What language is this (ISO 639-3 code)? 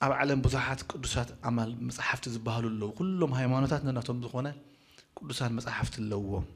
tir